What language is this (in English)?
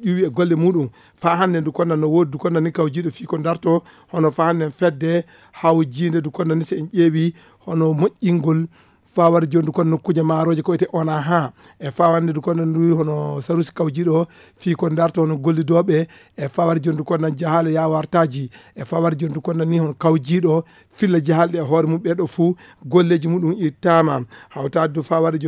Fula